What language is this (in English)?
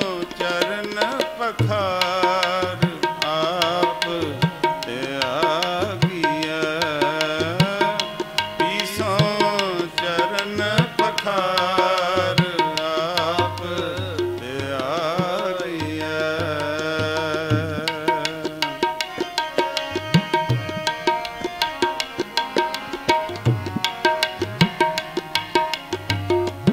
Punjabi